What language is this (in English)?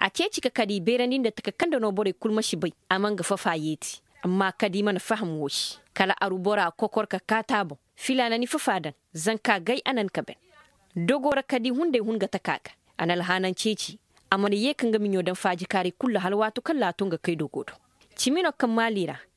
Koyraboro Senni